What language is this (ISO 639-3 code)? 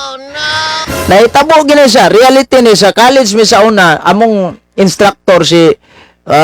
ceb